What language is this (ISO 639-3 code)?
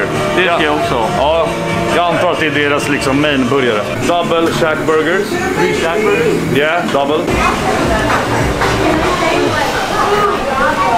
swe